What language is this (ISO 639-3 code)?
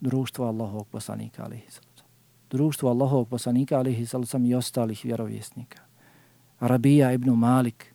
bos